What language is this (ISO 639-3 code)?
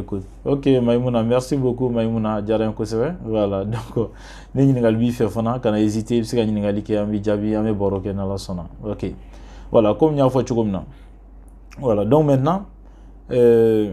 bam